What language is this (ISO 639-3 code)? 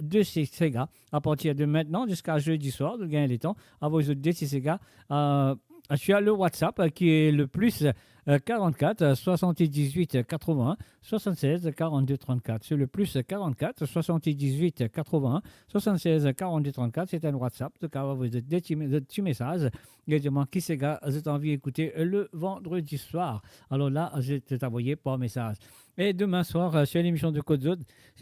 mfe